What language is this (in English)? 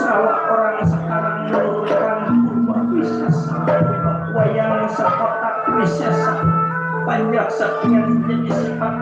Betawi